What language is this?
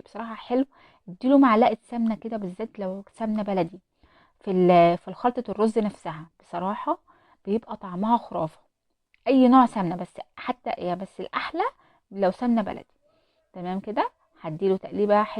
Egyptian Arabic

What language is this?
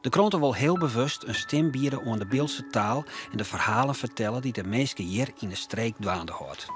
Western Frisian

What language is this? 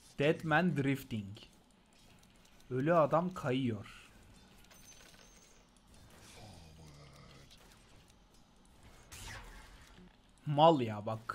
Turkish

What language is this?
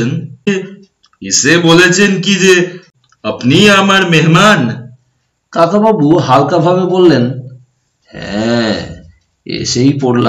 Bangla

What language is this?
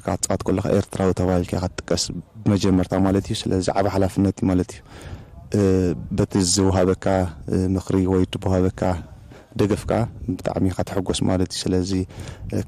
Tigrinya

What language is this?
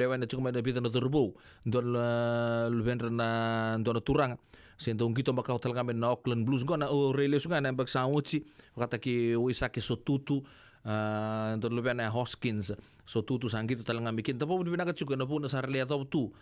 Fijian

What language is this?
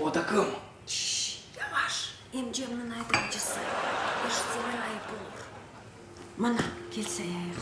Crimean Tatar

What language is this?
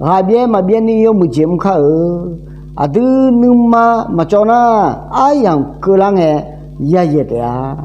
Akha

